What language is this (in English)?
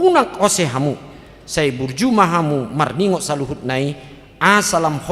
Batak Toba